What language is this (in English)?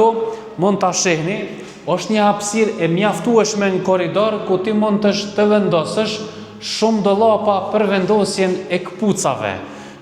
Albanian